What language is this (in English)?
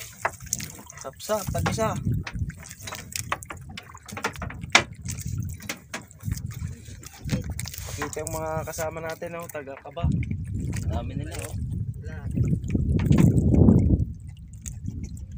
Filipino